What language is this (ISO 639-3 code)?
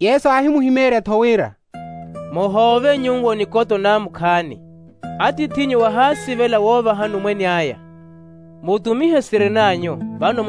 vmw